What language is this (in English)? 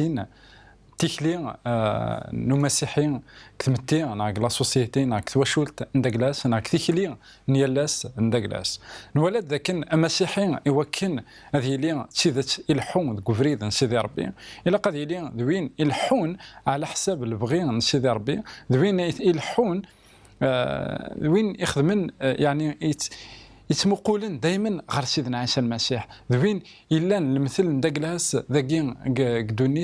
Kabyle